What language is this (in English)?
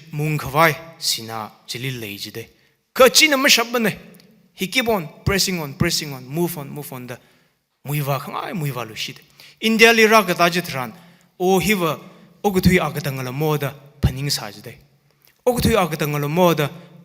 Tangkhul Naga (India)